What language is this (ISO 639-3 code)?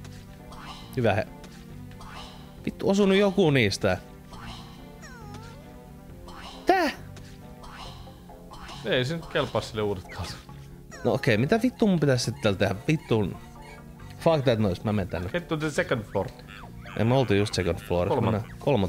fin